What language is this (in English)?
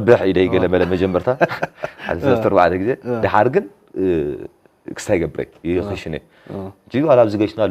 Tigrinya